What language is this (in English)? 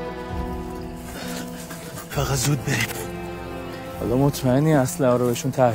Persian